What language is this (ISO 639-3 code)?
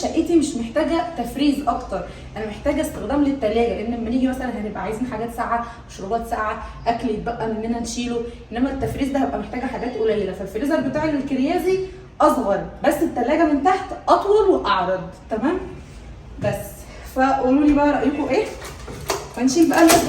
arz